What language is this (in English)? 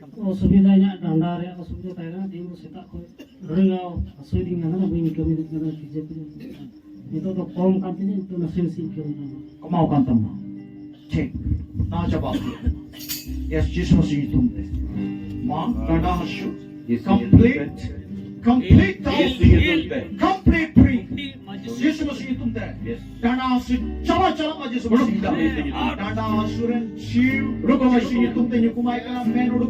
Santali